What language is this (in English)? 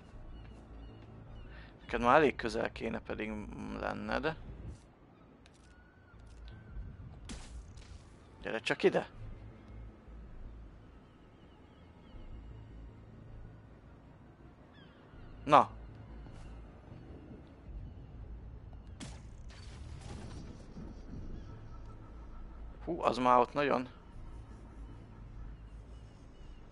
Hungarian